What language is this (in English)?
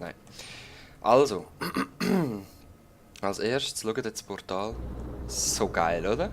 Swiss German